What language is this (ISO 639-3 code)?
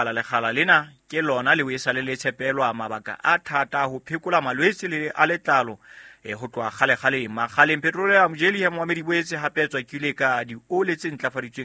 sot